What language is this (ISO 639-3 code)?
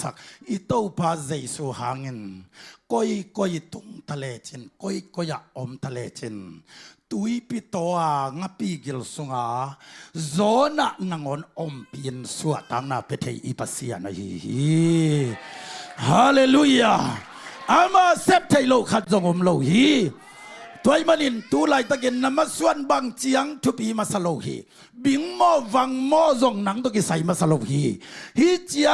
ctd